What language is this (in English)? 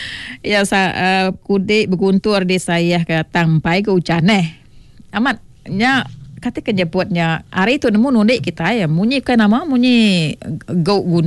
Iban